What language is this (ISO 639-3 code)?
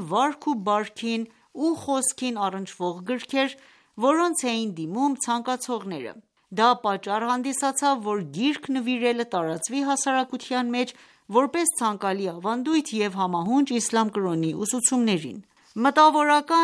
hye